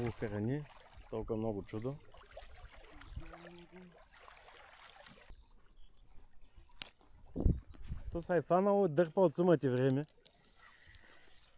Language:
Bulgarian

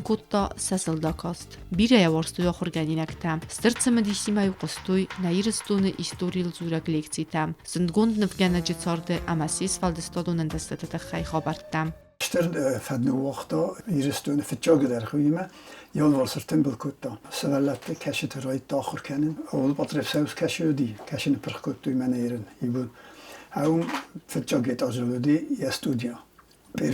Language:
Ossetic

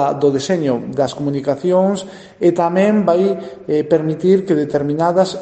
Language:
Galician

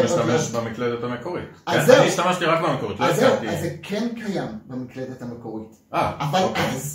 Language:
Hebrew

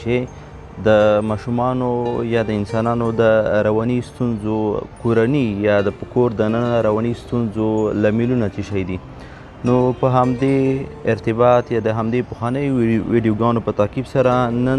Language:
Pashto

